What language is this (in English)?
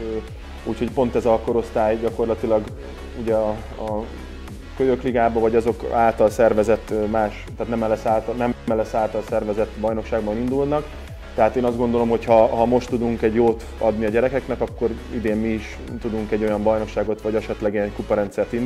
Hungarian